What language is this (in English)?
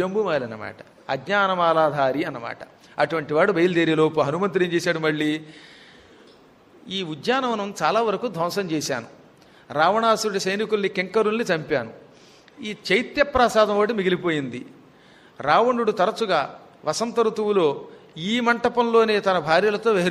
Telugu